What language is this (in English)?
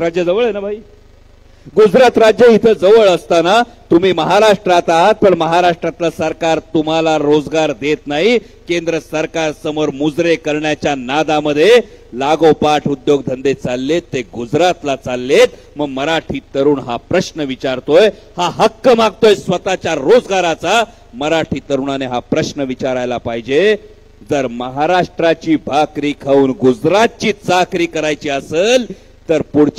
Marathi